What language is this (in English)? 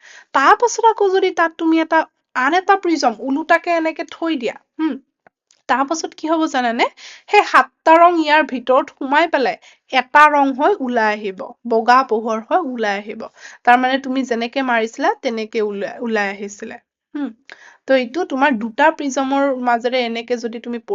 Assamese